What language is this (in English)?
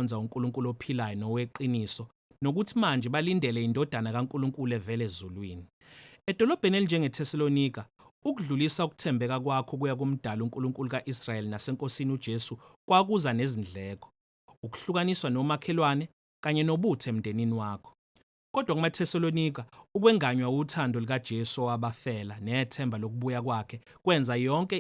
Zulu